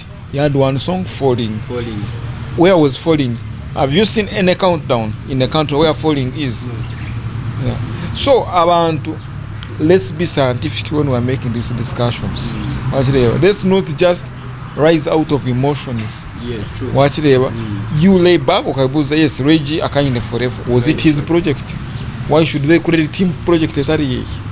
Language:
Nyankole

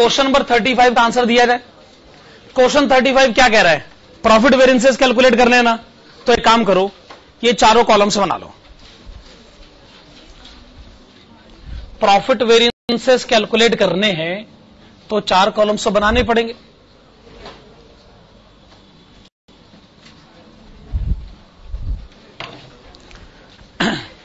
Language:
Hindi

